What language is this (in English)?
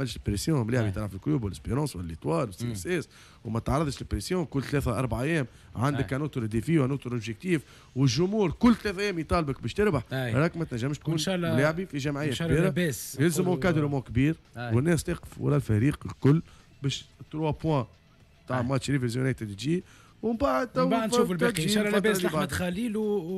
Tunisian Arabic